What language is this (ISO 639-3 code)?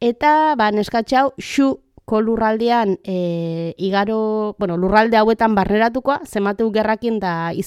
eus